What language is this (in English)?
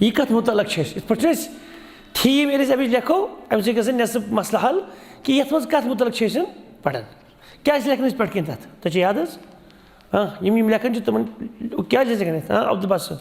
Kashmiri